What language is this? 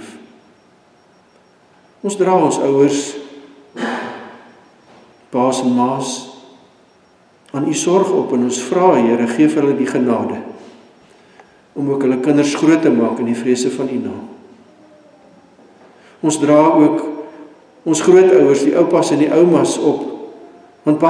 Afrikaans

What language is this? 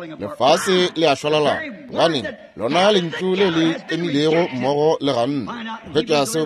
Northern Sotho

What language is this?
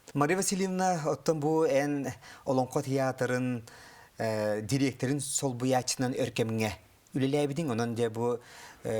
Yakut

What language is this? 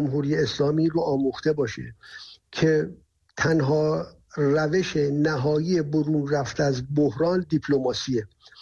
Persian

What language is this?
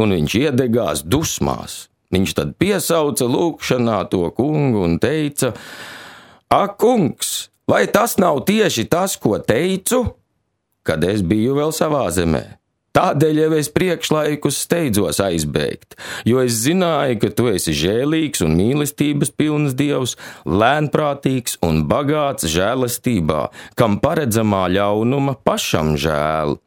Latvian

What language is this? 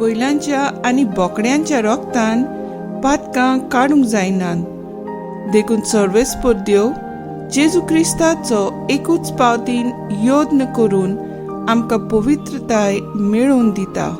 Konkani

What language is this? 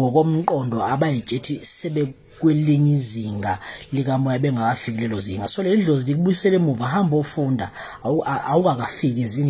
Zulu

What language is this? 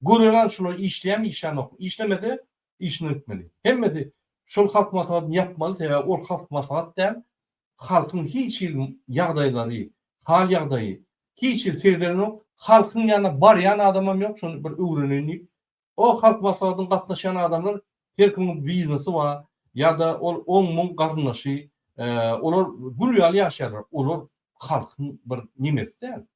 Turkmen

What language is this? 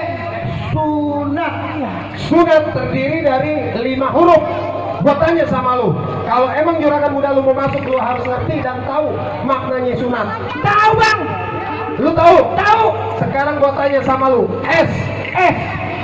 Betawi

